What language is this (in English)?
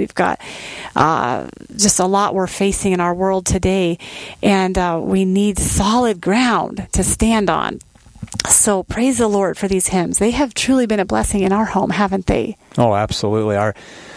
English